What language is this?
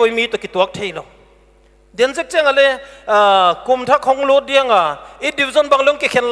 Paite Chin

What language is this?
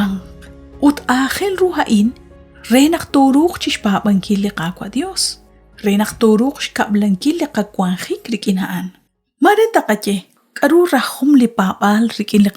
Kekchí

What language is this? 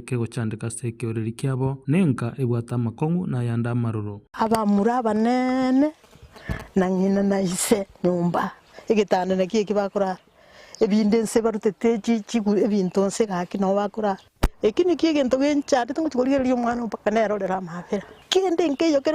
Gusii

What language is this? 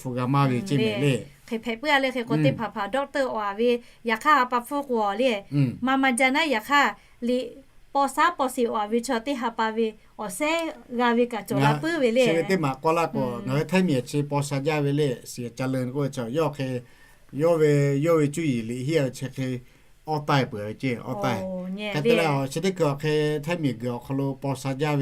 Lahu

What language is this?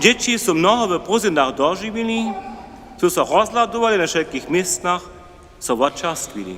Upper Sorbian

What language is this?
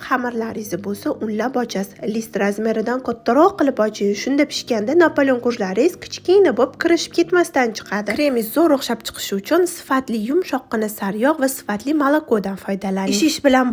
Uzbek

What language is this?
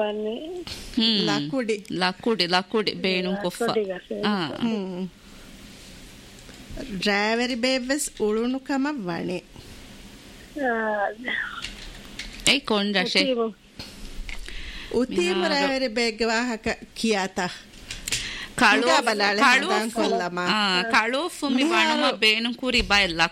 Divehi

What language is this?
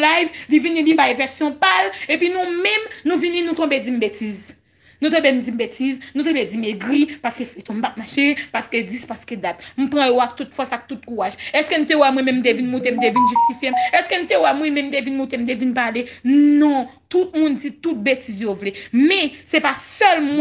Haitian Creole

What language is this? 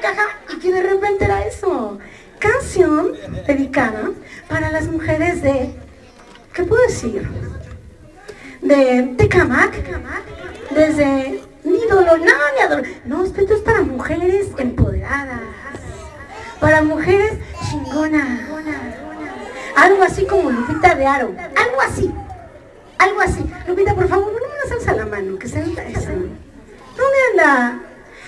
Spanish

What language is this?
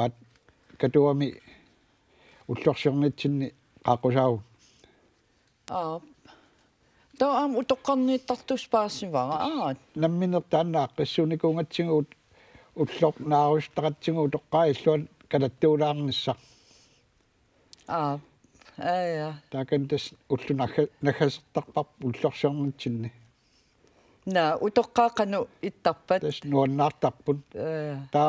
Kalaallisut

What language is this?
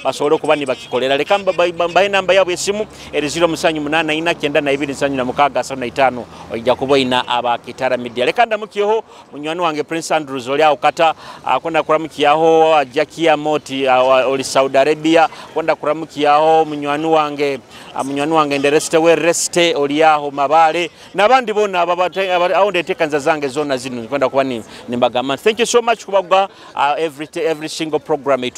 Nyoro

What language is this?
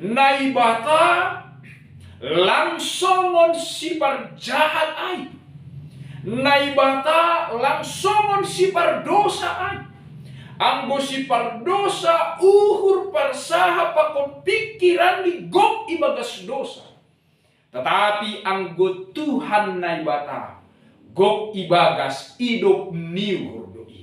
Batak Simalungun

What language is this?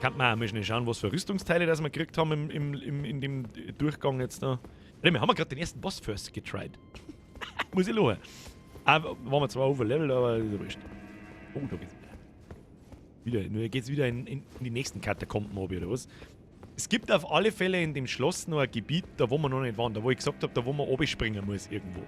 Bavarian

